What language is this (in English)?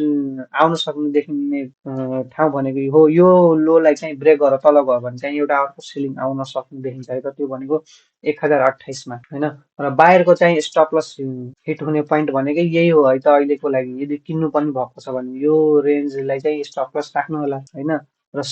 Nepali